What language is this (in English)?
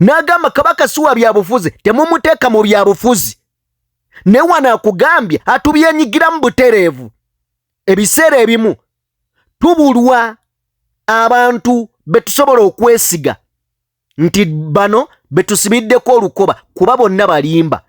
Ganda